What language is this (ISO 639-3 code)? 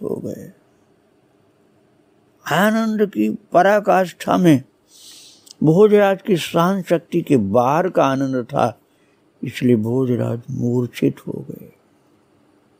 hin